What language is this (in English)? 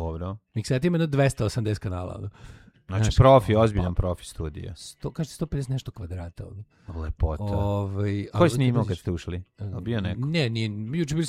Serbian